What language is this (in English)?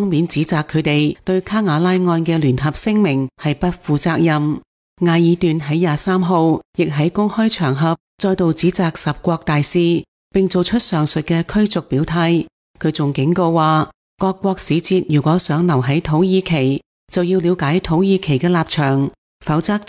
Cantonese